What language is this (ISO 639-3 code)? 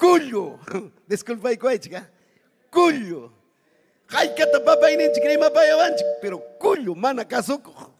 quy